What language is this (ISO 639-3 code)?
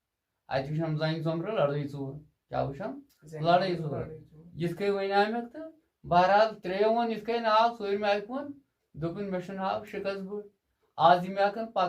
kas